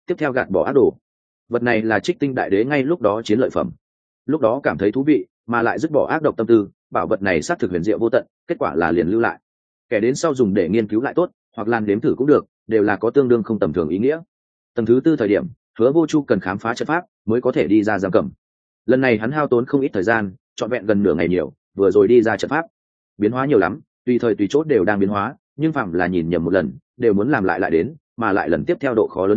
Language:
Vietnamese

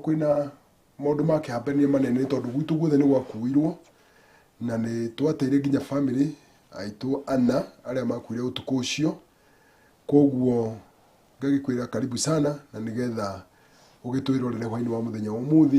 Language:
Kikuyu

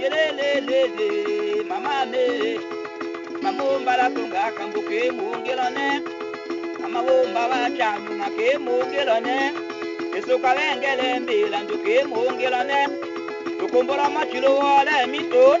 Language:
Tetela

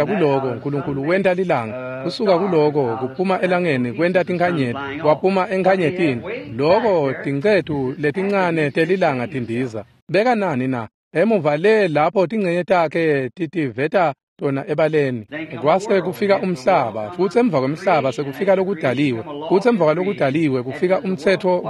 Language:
Swati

